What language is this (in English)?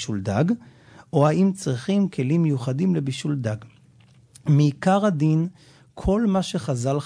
Hebrew